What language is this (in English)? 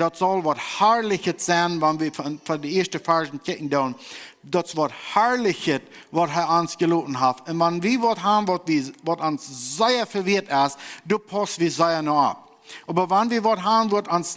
Plautdietsch